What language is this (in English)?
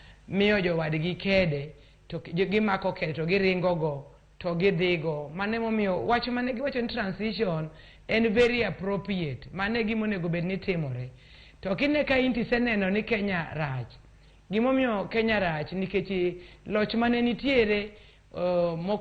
Luo (Kenya and Tanzania)